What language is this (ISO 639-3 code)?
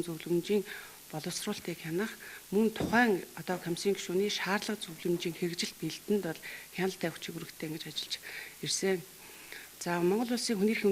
mon